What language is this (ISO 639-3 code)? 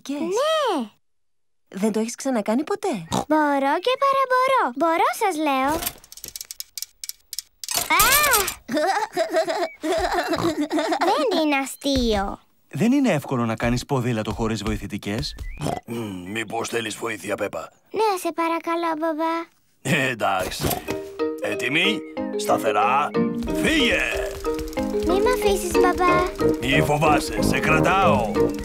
ell